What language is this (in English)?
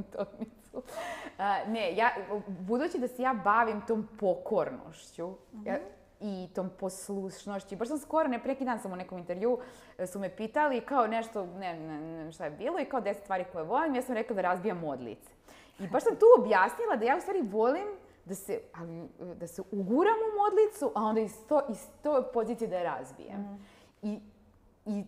Serbian